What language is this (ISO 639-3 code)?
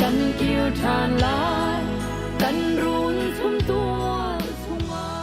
cnh